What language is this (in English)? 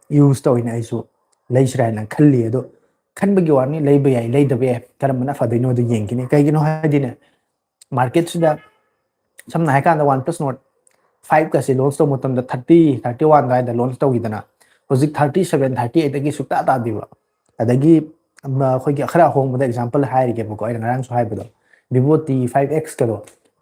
Manipuri